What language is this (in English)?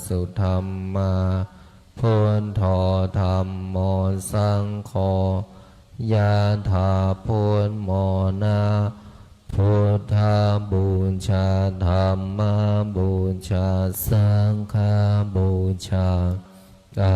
Pali